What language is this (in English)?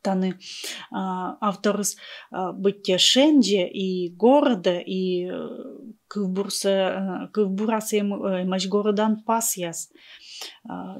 Komi